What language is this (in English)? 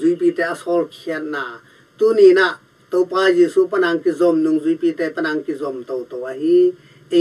Tedim Chin